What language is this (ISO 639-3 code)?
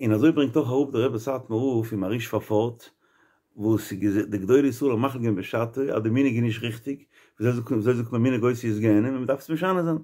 yid